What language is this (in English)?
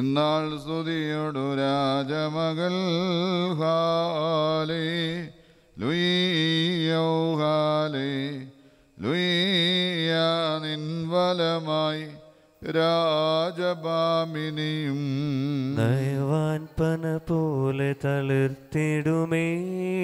Malayalam